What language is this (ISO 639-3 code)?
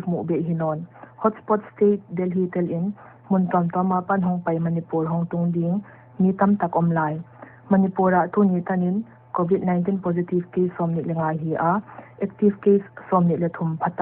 pck